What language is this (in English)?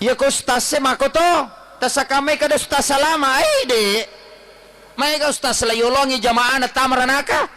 Buginese